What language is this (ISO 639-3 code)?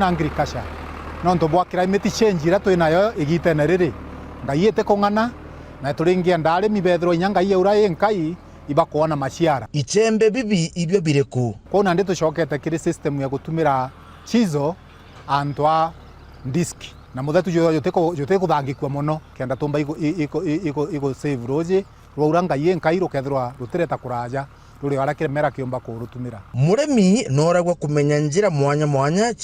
mer